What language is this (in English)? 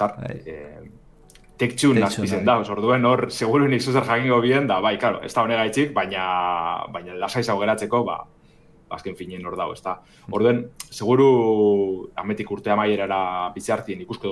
Basque